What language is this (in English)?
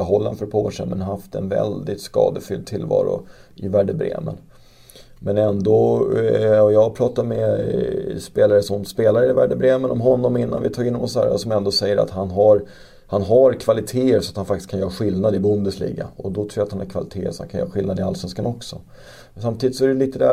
Swedish